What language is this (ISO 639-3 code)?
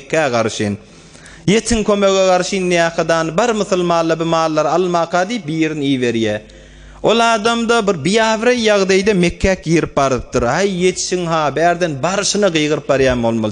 tuk